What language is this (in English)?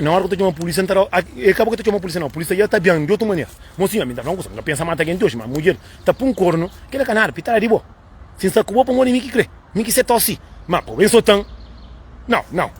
Kabuverdianu